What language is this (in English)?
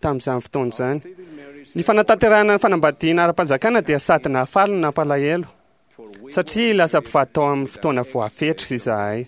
Malagasy